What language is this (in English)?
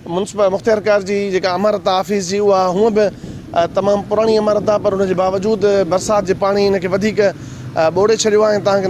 Sindhi